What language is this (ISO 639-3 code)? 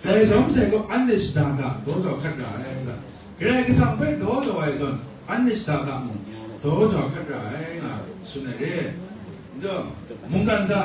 kac